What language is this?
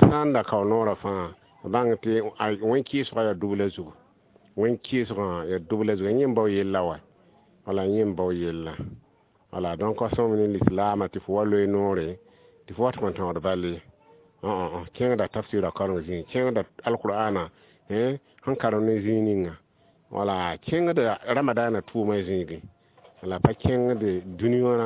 Mossi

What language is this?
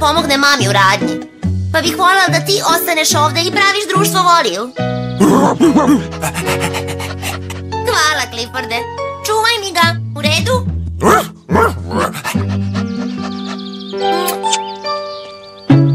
Serbian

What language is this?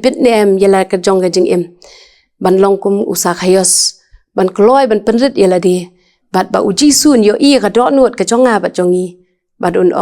Khasi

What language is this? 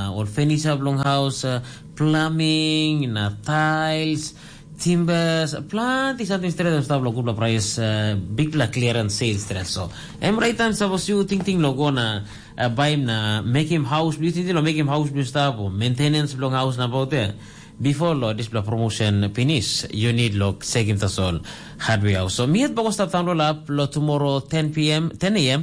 Tok Pisin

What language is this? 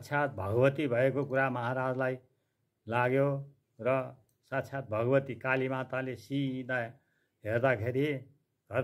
Nepali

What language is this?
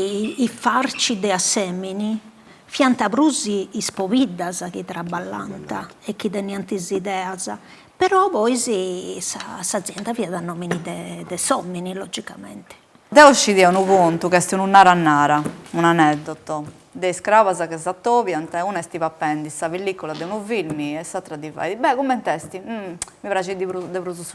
Sardinian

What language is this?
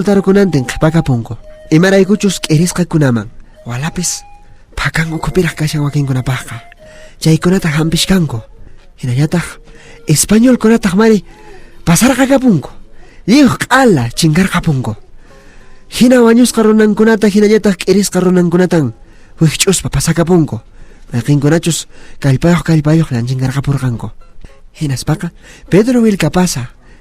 Quechua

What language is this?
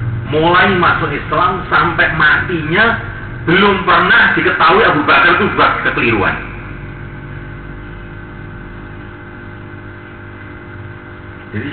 Indonesian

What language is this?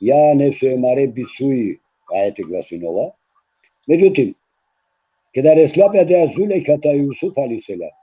Balkan Romani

